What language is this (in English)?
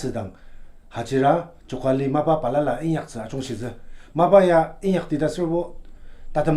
Ao Naga